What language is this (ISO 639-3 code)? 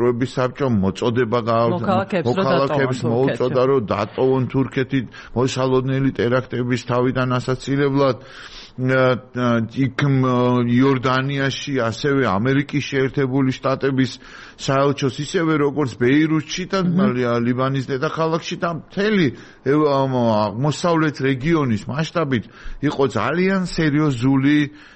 kat